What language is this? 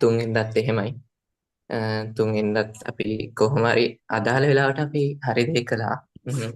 Sinhala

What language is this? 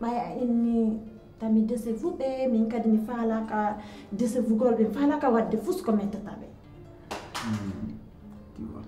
Pular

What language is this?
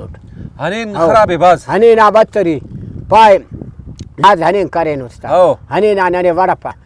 Brahui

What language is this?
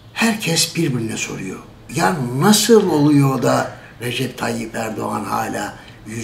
Turkish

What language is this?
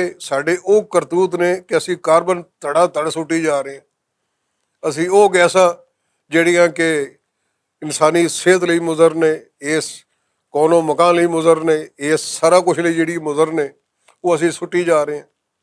Western Panjabi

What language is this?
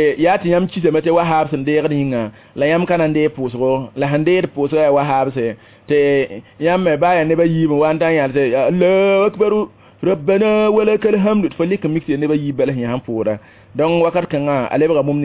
Mossi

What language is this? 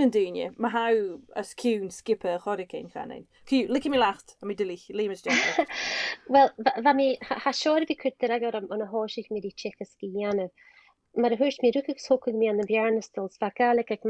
Scottish Gaelic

